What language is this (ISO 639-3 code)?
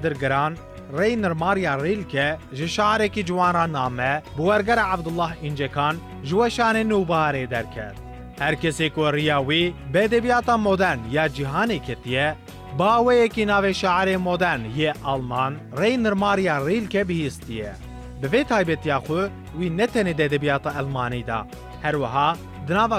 kur